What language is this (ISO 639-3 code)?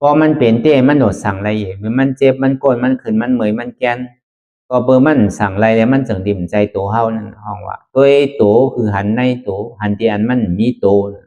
shn